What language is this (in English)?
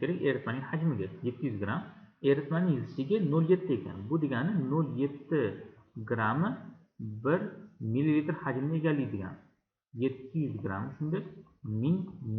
Uzbek